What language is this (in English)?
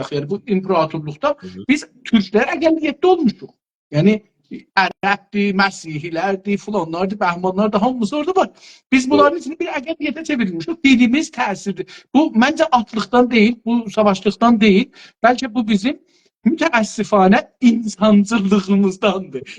South Azerbaijani